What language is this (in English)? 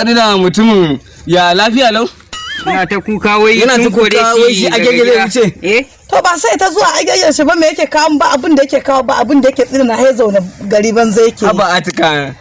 Hausa